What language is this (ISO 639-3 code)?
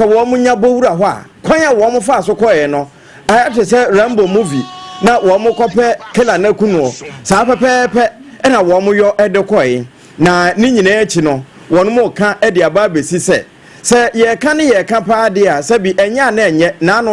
aka